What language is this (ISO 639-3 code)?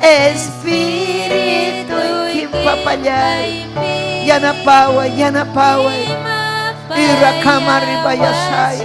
quy